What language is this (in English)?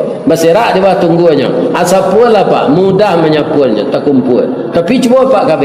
Minangkabau